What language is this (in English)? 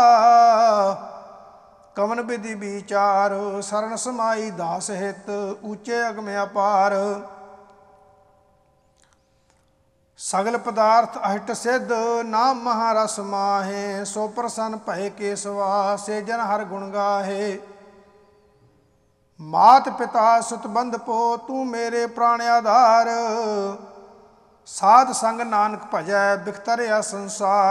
Punjabi